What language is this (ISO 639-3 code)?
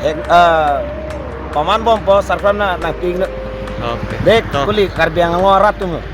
mjw